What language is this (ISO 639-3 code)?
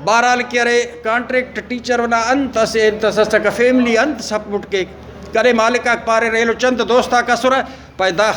brh